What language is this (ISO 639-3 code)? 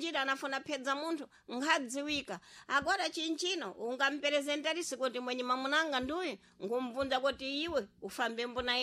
seh